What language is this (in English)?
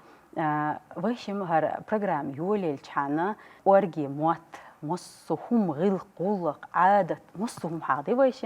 Chechen